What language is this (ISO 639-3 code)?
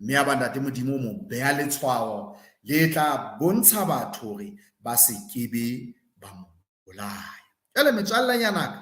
sot